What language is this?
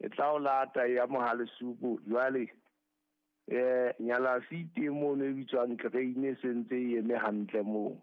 Southern Sotho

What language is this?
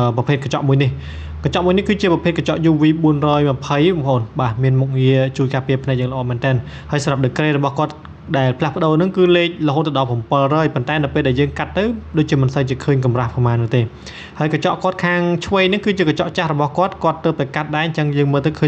Khmer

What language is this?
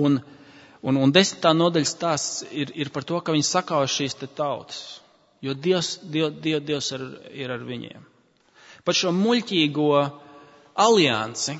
Latvian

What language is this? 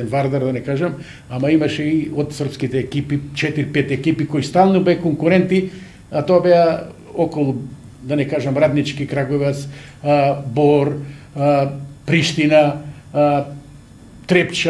Macedonian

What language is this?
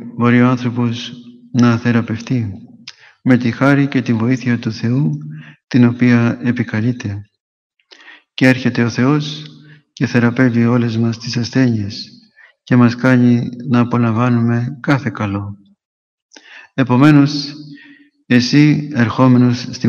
Greek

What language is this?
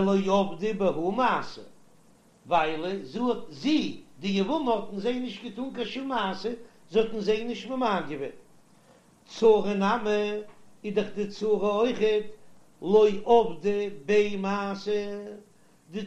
Yiddish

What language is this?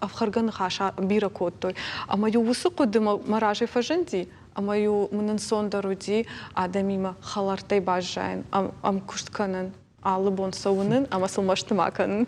Ossetic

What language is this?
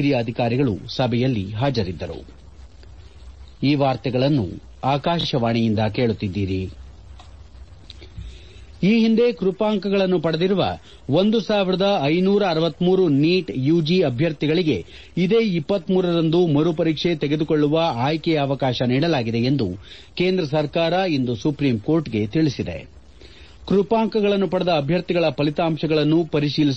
Kannada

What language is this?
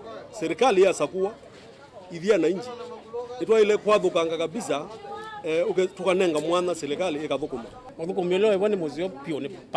Kamba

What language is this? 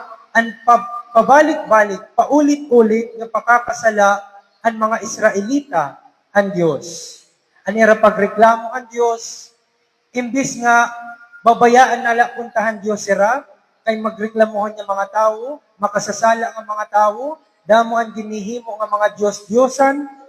Waray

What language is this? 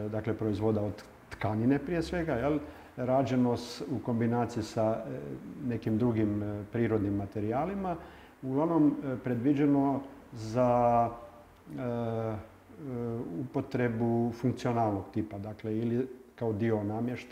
Croatian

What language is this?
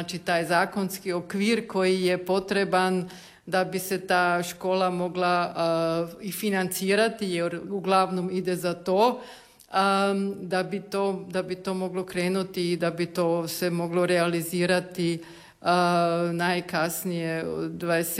Croatian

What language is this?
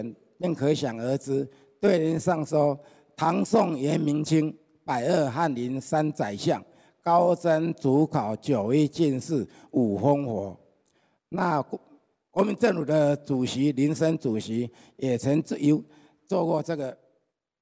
Chinese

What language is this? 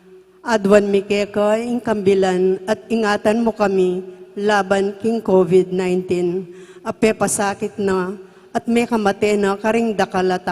Pampanga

